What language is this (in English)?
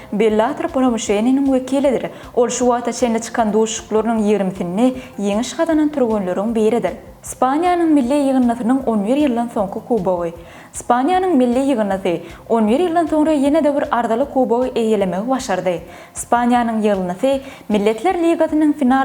Turkmen